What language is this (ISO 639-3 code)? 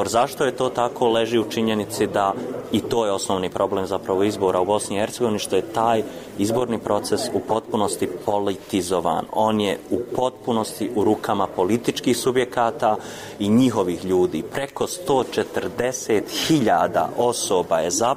bos